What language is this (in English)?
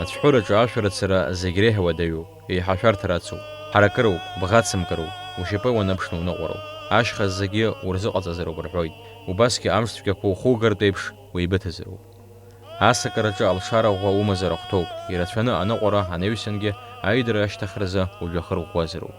Abkhazian